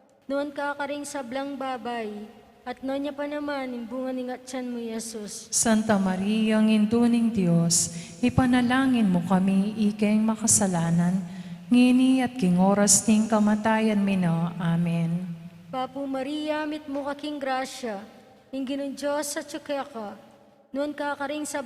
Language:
Pampanga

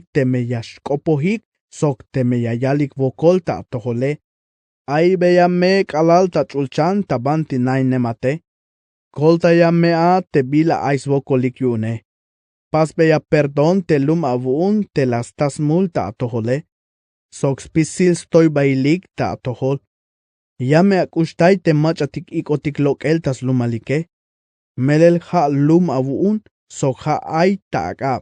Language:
Tzeltal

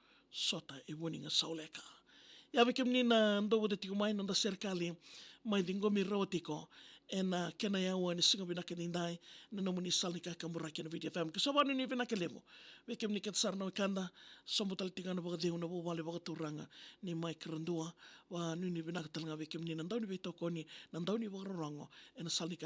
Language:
Fijian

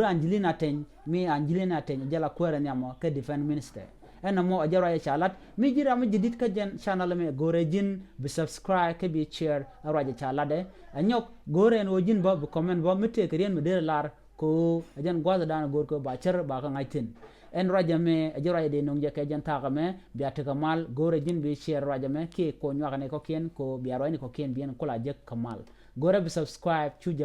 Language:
Nuer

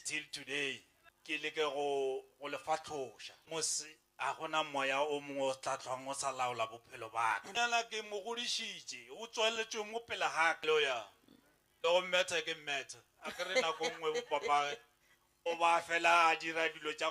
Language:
Northern Sotho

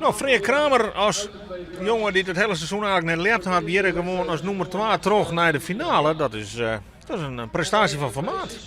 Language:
Western Frisian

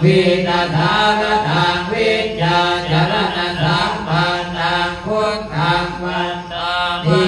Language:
Pali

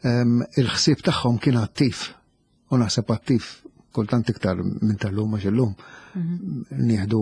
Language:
Maltese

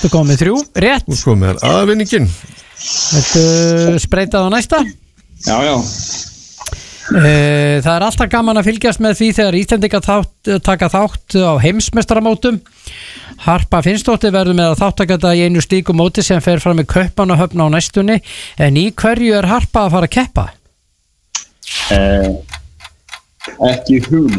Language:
Icelandic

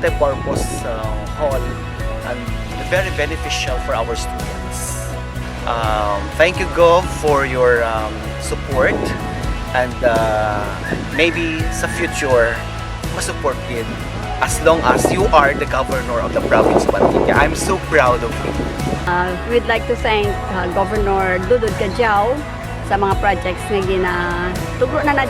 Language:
Kinaray-a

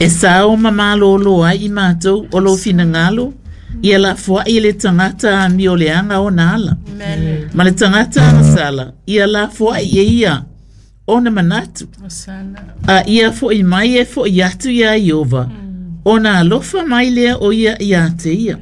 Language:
Samoan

